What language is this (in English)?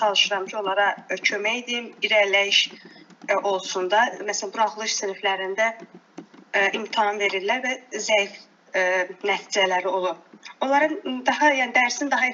Azerbaijani